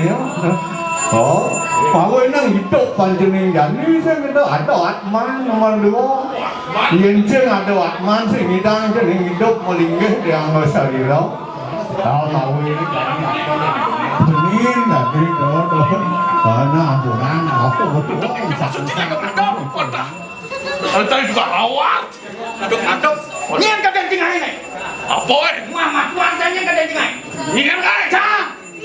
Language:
Balinese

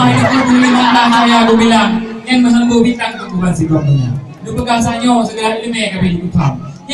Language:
Achinese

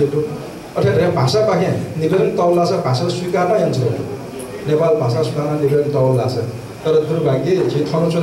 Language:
Newari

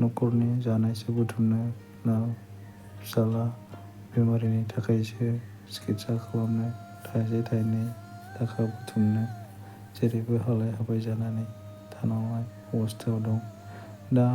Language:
Bodo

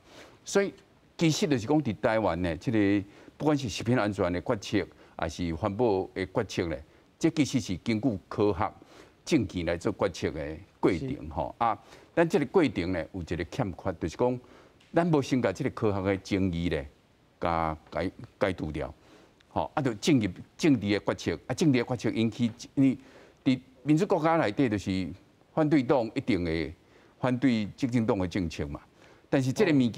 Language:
Min Nan Chinese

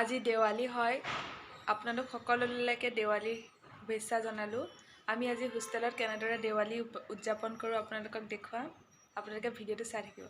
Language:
Assamese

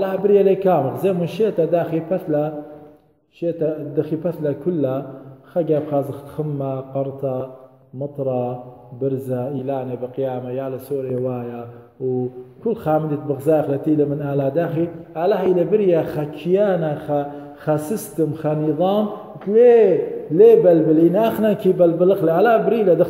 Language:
Assyrian Neo-Aramaic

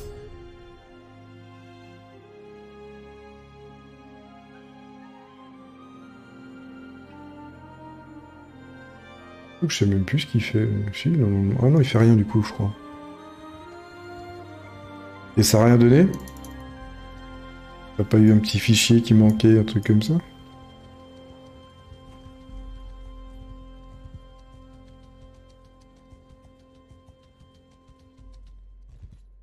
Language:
French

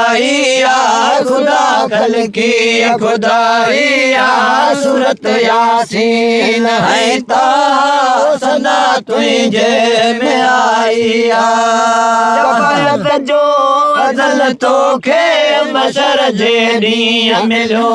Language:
Sindhi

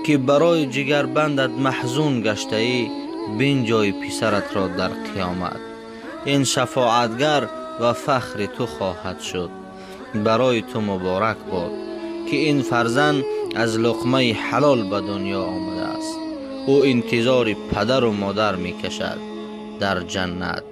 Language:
Tajik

